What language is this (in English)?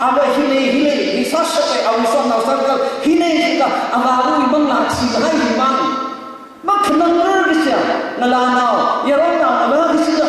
Tangkhul Naga (India)